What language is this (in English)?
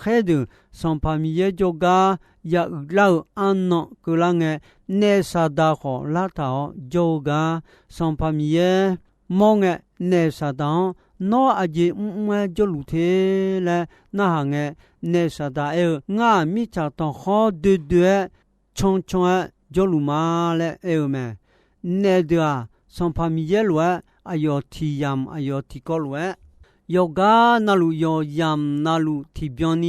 Akha